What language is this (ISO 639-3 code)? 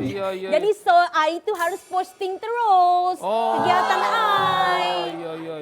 mui